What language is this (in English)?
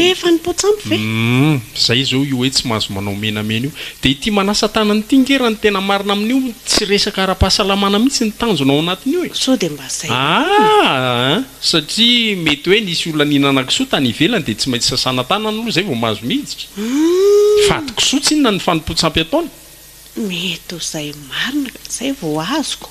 Malagasy